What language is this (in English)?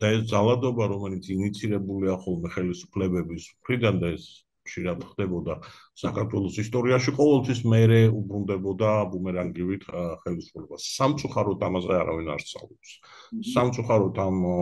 Georgian